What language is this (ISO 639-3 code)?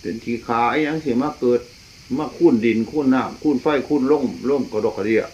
tts